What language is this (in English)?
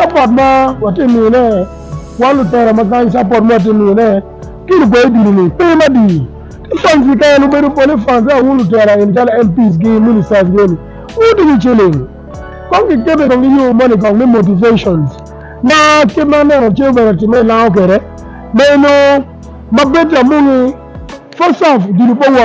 Acoli